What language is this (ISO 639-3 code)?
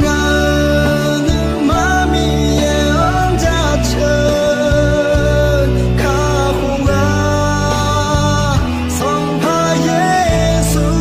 ahk